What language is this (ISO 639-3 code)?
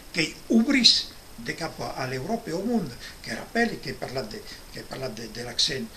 oci